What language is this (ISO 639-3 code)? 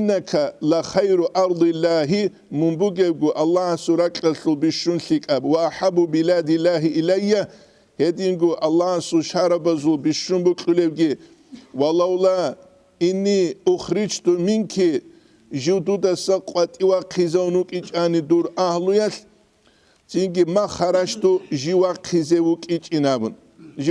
ava